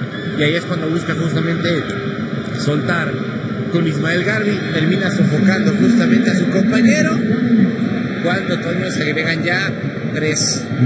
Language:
Spanish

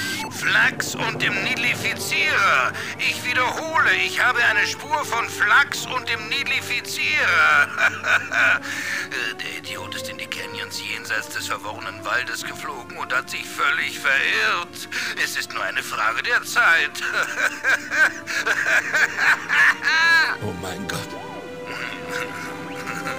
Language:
German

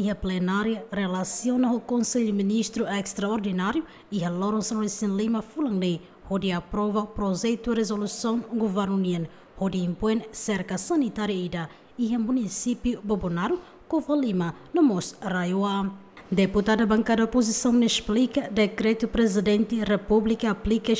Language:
Tetum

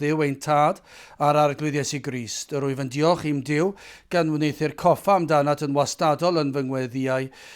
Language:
Welsh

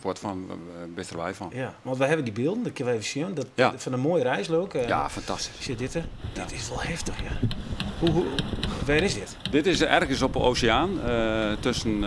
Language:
Western Frisian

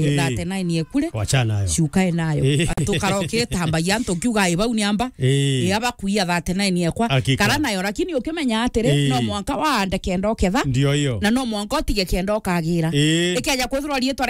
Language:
Meru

